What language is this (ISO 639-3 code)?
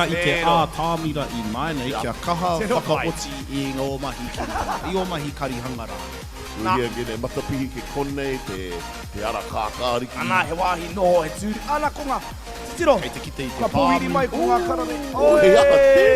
mri